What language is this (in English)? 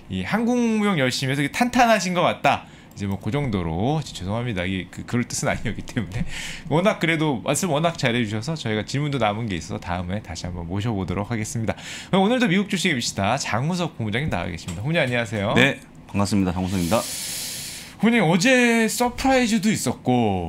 Korean